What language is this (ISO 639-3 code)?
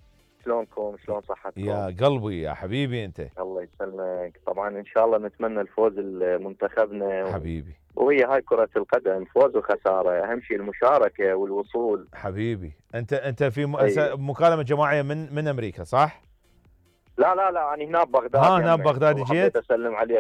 acm